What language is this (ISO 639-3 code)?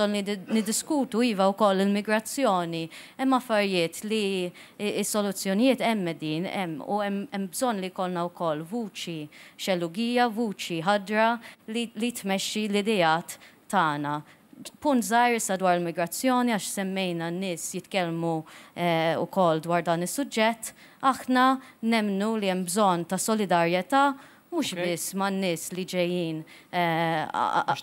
mlt